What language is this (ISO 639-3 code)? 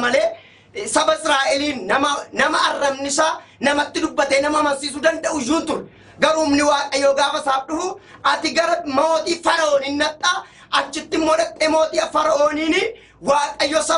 orm